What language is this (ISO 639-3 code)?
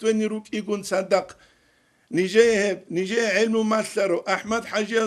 ava